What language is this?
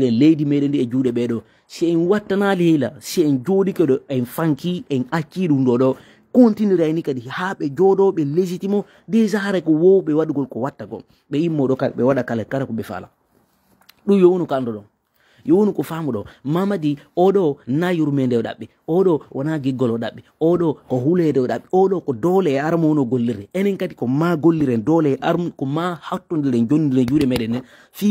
Fula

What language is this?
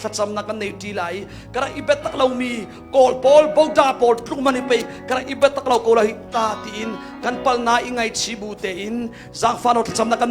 Hakha Chin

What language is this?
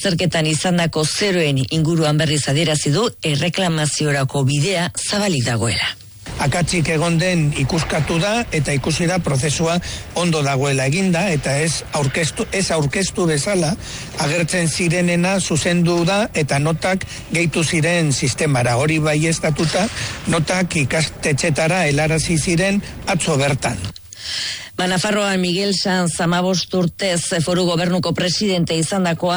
Basque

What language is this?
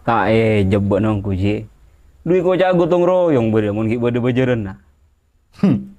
Madurese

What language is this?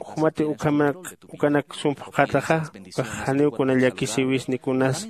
Aymara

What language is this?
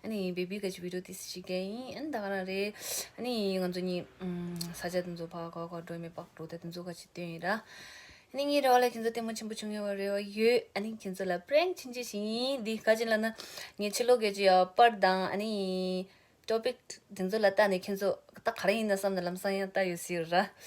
Tibetan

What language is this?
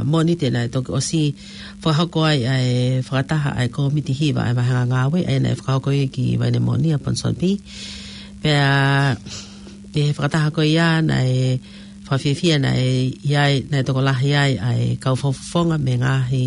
Tongan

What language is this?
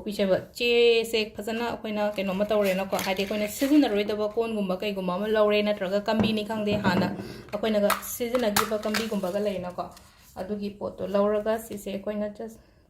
Manipuri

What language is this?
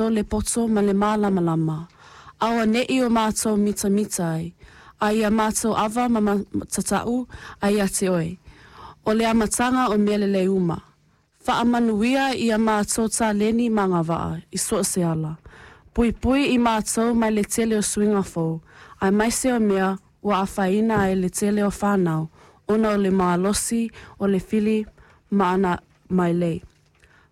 Samoan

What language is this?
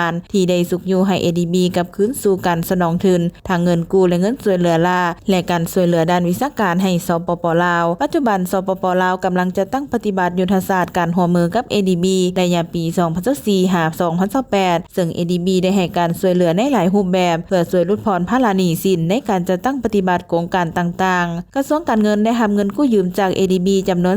Lao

